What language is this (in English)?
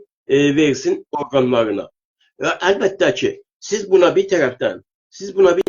South Azerbaijani